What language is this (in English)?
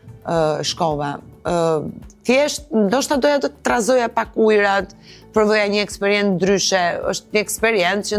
Albanian